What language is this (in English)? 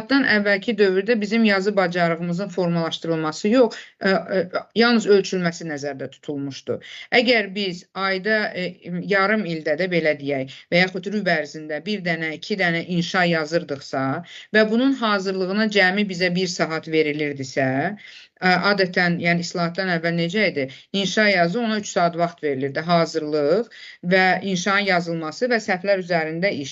Azerbaijani